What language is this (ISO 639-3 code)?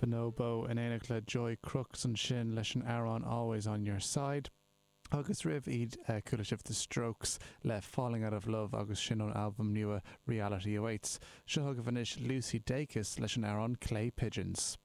gle